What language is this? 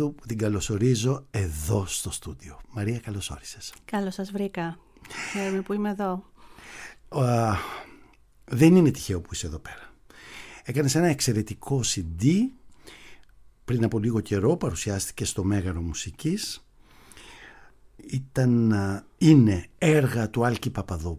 Greek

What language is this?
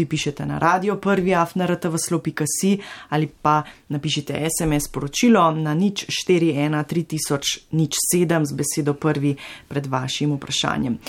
Slovenian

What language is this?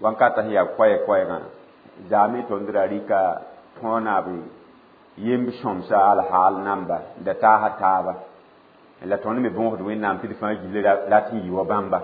Mossi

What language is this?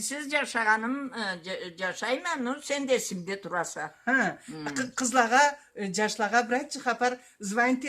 Karachay-Balkar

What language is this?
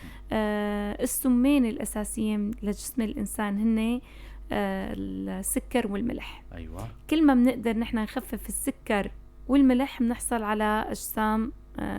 North Levantine Arabic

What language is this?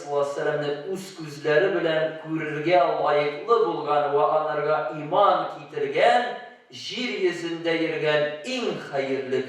Tatar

